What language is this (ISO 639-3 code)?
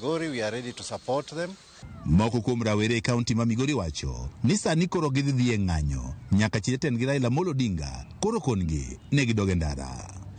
luo